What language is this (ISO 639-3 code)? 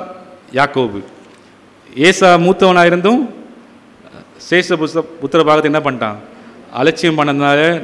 tam